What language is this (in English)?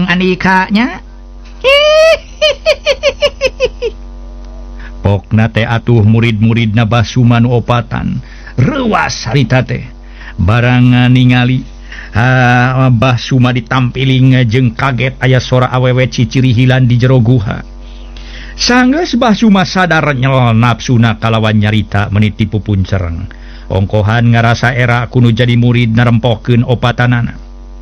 Sundanese